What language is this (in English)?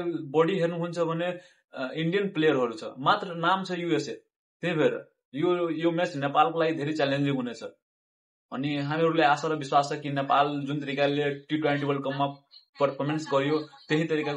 Nepali